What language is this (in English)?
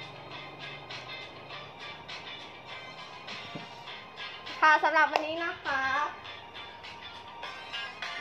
Thai